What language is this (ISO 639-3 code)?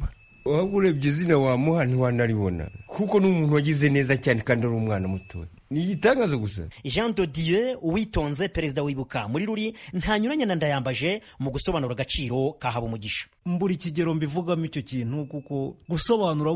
kin